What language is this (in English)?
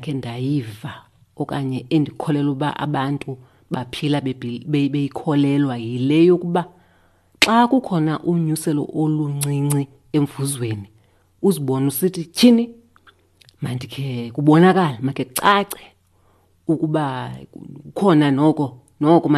Xhosa